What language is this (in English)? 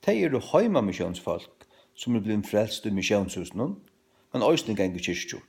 Faroese